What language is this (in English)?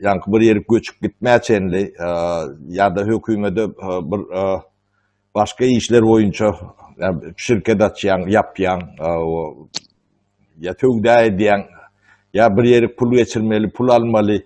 Turkmen